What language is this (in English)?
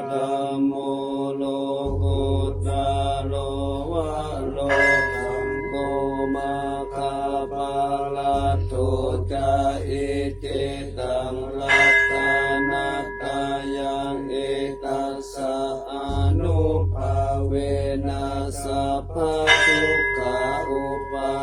Pali